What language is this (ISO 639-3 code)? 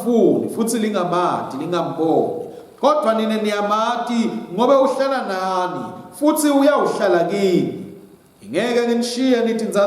ssw